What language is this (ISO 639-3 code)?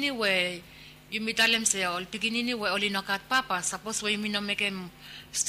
bis